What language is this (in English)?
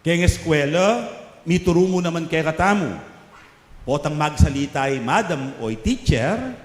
Pampanga